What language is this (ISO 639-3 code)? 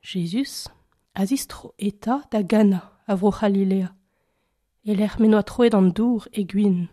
bre